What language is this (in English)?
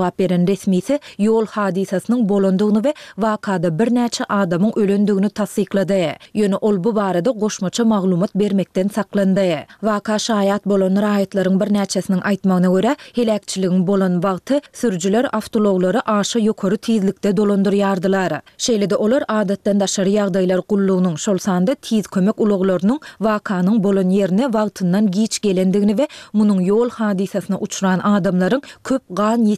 Turkmen